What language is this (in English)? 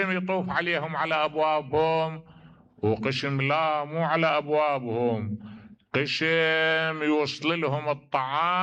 Mesopotamian Arabic